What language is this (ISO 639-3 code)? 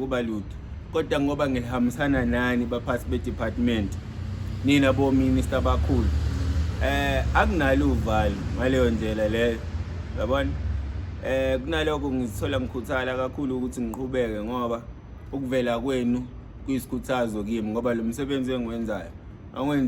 zul